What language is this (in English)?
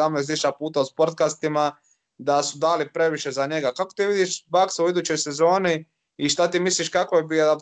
Croatian